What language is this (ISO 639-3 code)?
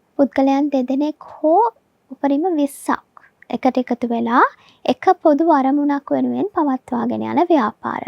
sin